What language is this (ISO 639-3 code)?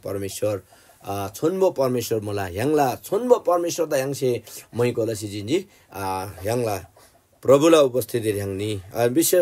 taj